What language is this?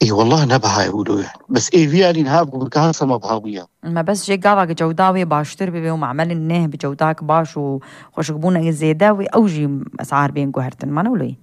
Kurdish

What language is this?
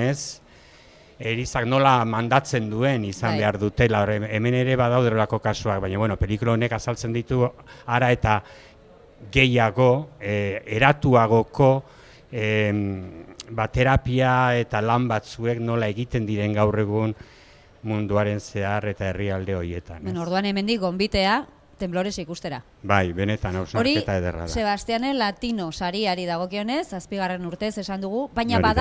Basque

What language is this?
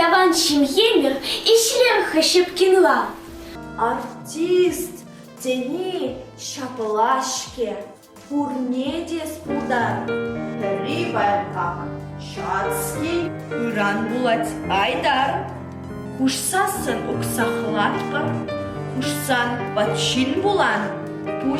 Chuvash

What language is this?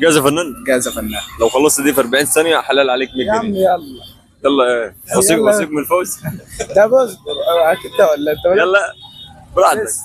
Egyptian Arabic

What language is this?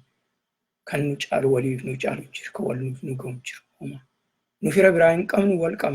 Oromo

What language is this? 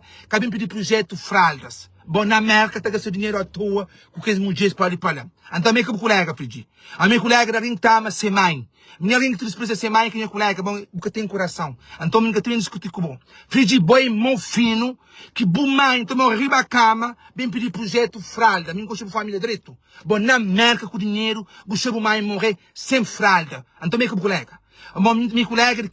Kabuverdianu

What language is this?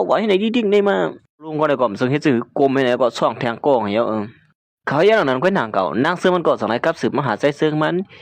Shan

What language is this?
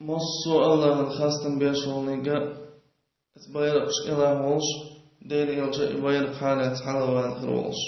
Chechen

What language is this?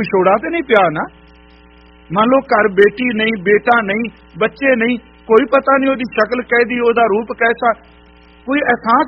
Punjabi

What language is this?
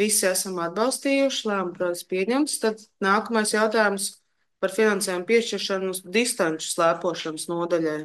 Latvian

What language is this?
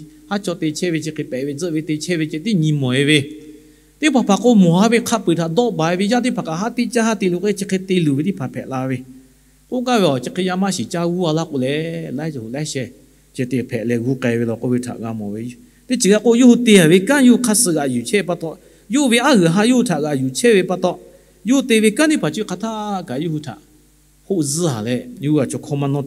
Lahu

